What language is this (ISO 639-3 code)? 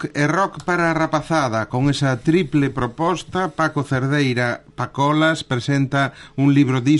glg